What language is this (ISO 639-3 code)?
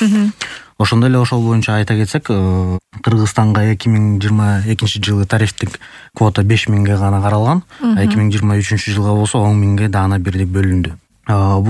kir